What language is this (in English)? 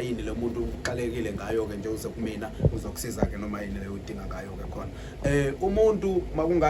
Zulu